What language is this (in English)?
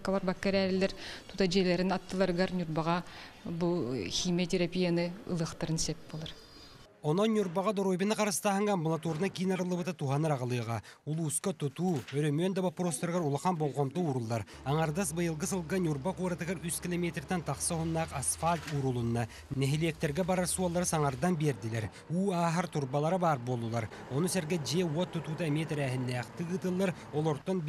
Yakut